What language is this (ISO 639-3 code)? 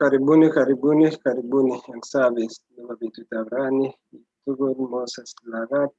kln